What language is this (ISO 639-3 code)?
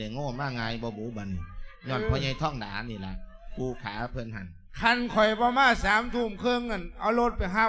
lao